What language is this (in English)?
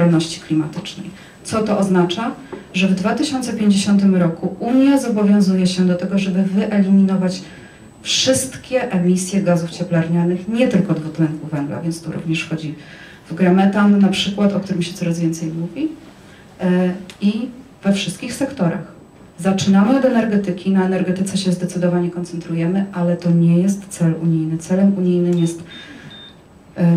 Polish